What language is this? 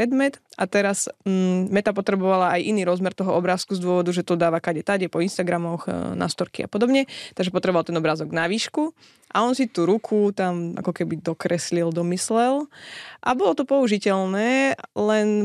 Slovak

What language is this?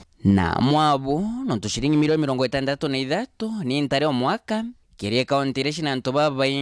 Meru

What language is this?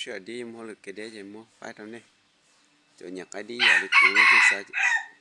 Hmong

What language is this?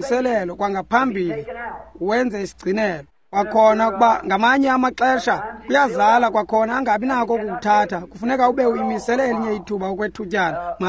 Xhosa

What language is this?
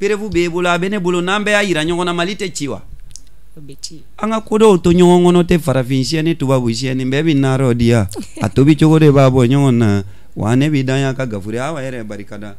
Bambara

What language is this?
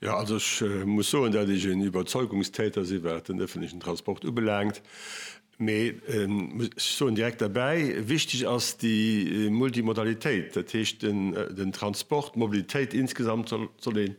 Luxembourgish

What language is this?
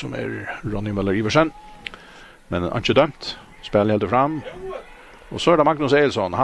Faroese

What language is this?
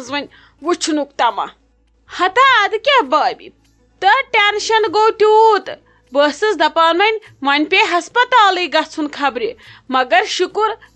Kashmiri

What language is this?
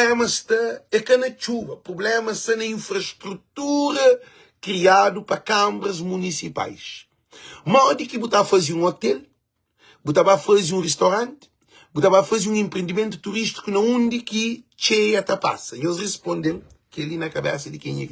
Kabuverdianu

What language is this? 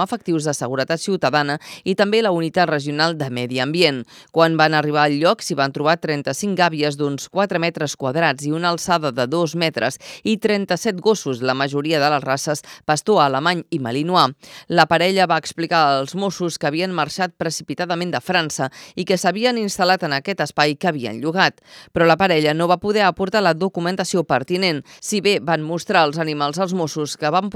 Catalan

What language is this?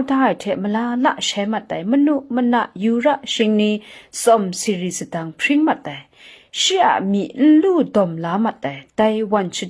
Kachin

